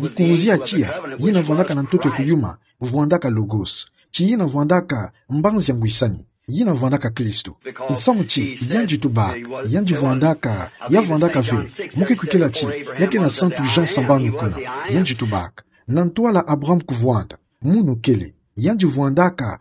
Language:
Kituba (Democratic Republic of Congo)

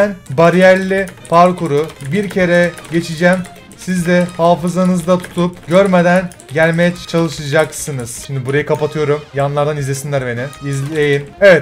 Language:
Turkish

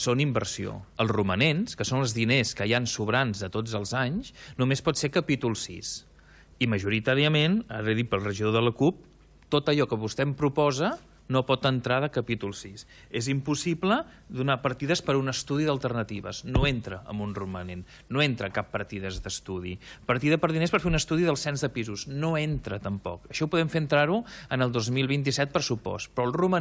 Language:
Catalan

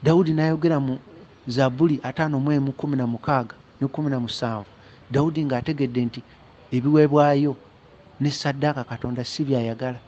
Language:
Ganda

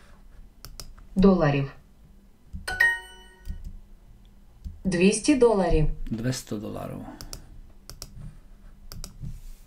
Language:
Slovak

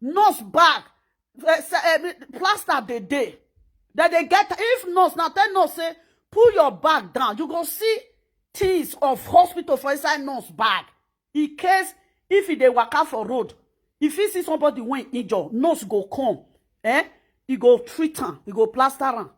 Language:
Nigerian Pidgin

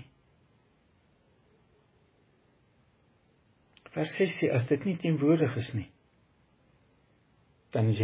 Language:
Afrikaans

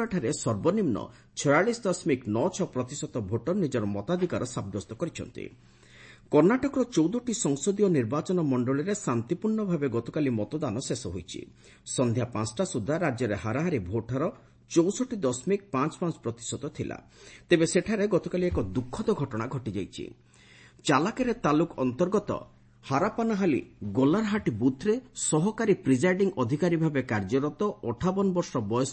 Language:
Odia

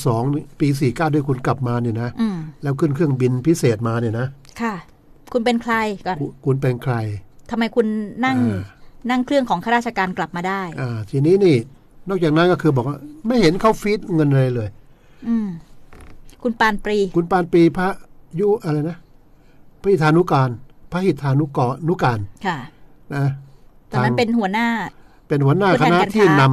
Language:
Thai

